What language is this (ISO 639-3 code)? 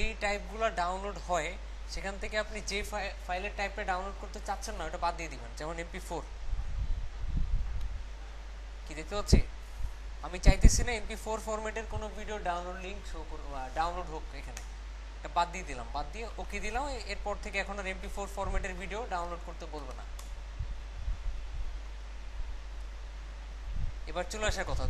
ben